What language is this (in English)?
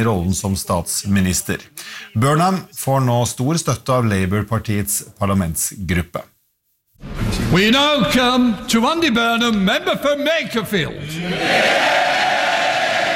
Norwegian